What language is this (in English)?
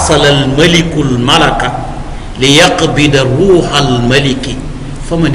Wolof